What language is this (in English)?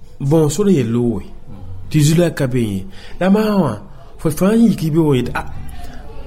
Mossi